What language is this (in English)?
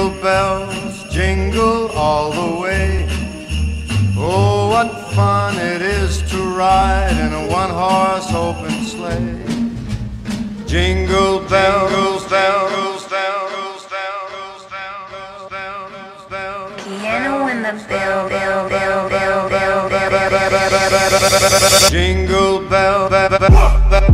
English